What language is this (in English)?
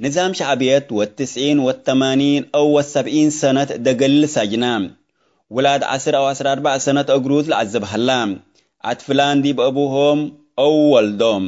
Tigre